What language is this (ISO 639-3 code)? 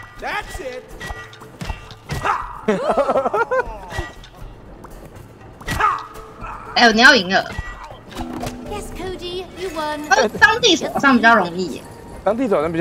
zho